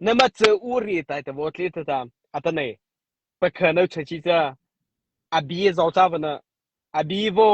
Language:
Mara Chin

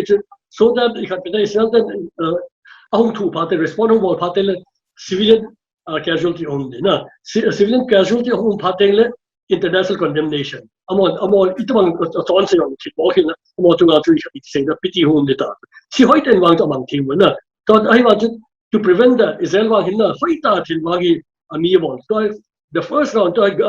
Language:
Paite Chin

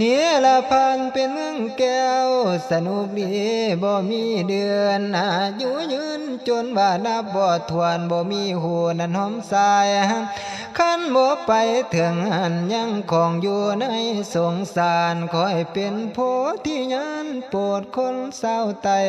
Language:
Northeastern Thai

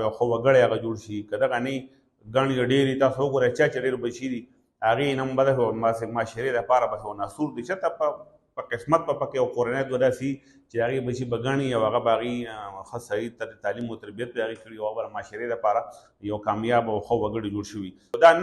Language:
Pashto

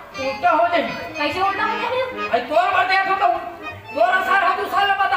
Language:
Chhattisgarhi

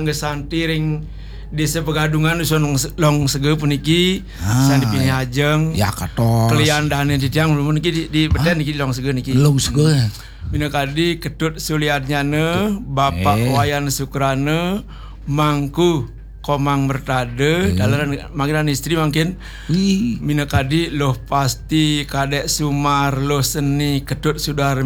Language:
Balinese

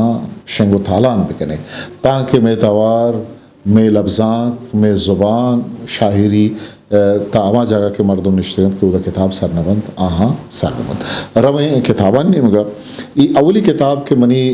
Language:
Eastern Balochi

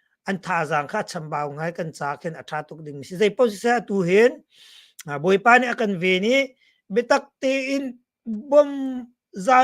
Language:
Hakha Chin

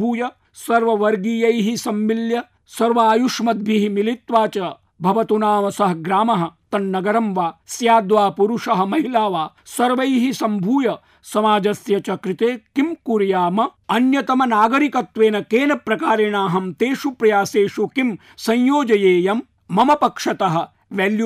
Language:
Sanskrit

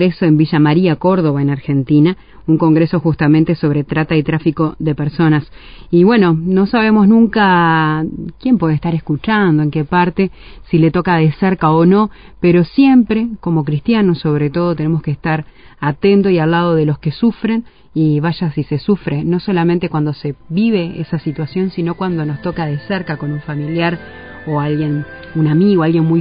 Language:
Spanish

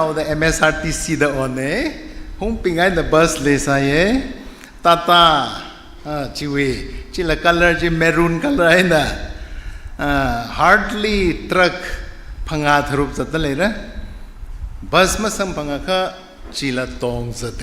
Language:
Tangkhul Naga (India)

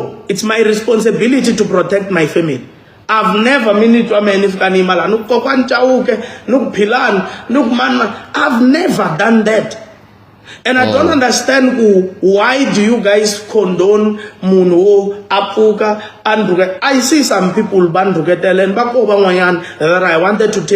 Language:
Tsonga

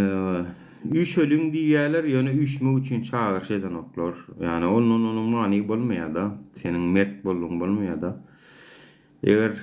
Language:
Turkmen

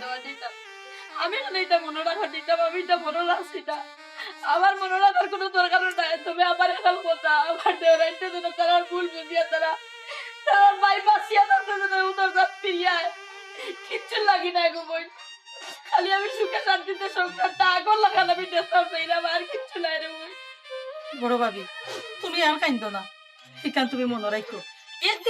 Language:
Sylheti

